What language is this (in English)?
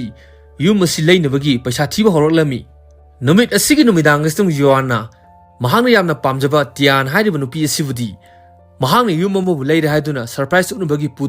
Manipuri